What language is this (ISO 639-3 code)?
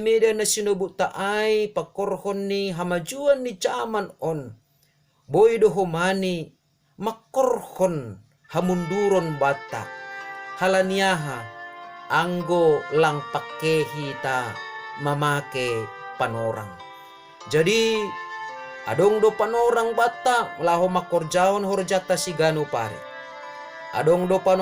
bts